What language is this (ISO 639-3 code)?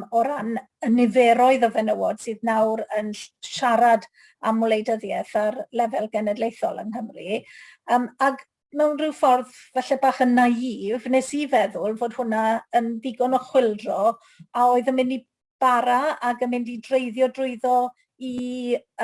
cym